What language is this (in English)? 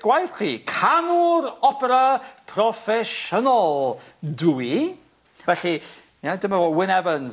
Welsh